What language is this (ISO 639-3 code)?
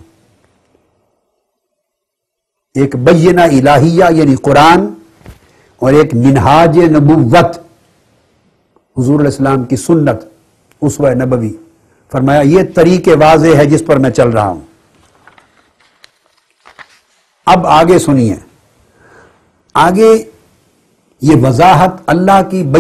urd